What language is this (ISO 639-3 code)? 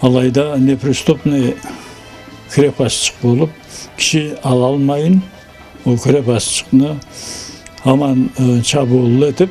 krc